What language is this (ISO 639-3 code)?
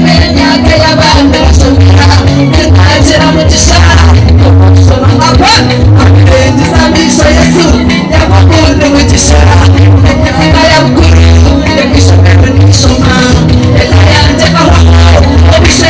nyn